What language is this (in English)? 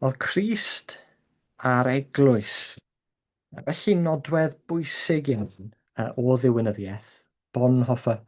Welsh